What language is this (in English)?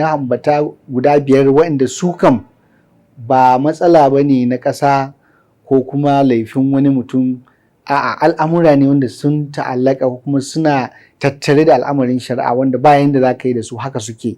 Hausa